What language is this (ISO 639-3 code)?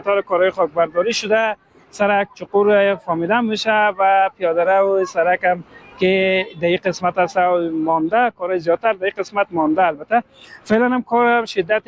fas